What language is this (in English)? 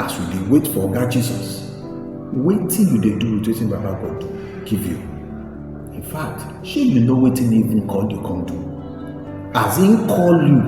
Nigerian Pidgin